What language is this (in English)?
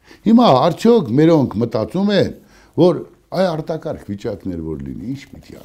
Armenian